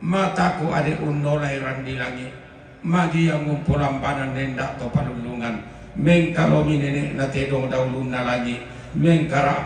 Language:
Toraja-Sa'dan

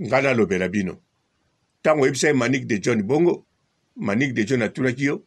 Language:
Lingala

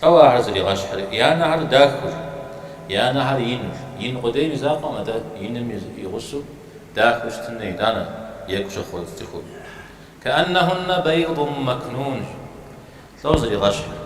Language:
Kabardian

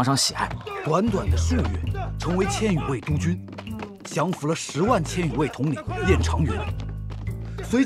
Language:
Chinese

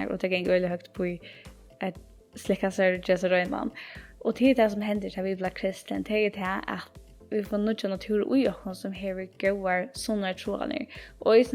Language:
Faroese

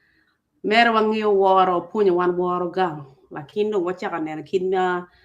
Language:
Acoli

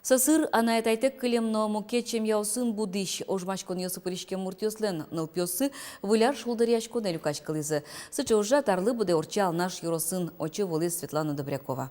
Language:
Udmurt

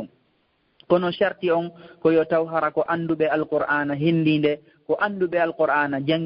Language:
Fula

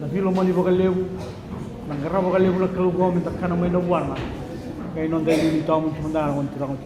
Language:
Fijian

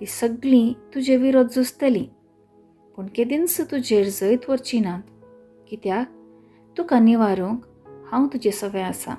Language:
Konkani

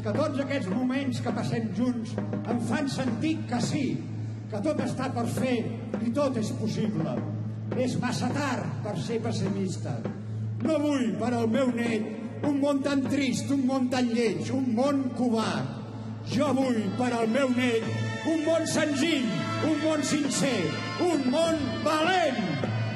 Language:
Catalan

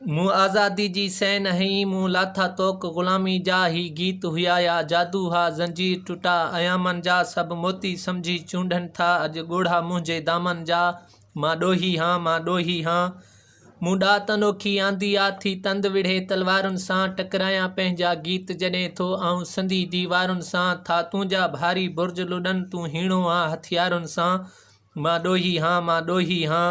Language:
Sindhi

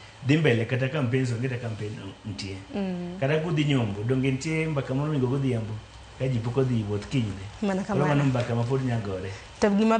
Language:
Luo (Kenya and Tanzania)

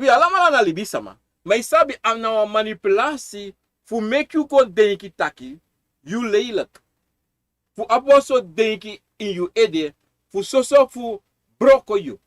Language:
Sranan Tongo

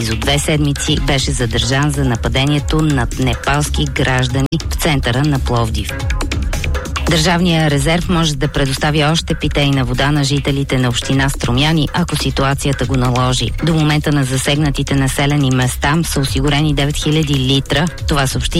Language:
Bulgarian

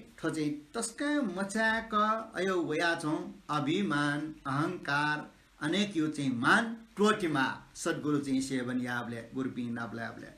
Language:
Newari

